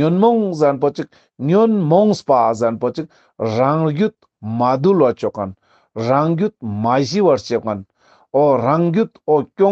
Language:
Ladakhi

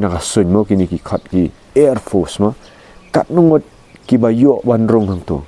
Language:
Khasi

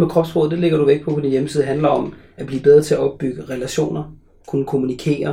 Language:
Danish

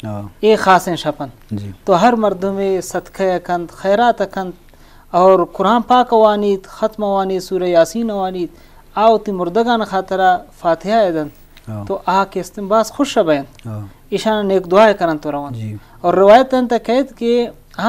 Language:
Eastern Balochi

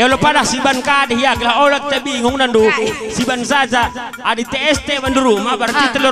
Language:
Batak Karo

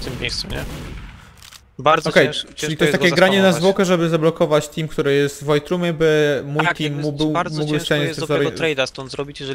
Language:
Polish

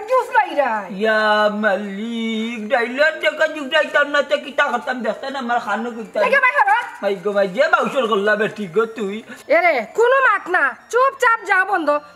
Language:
Sylheti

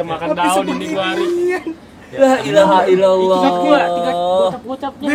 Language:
Betawi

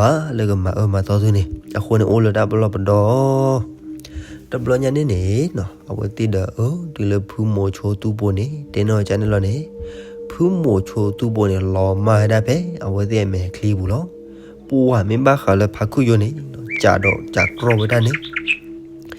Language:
S'gaw Karen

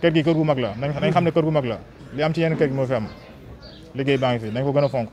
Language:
Wolof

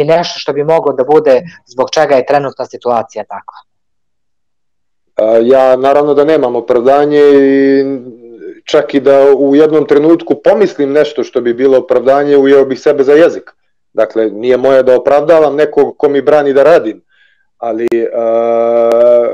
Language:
Serbian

